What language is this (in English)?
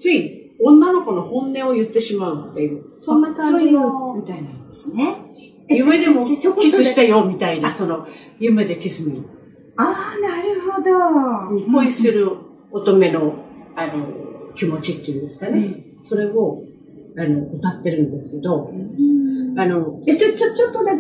Japanese